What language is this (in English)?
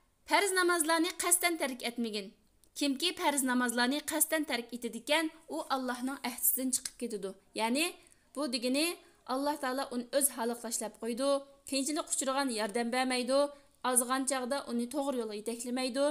Uyghur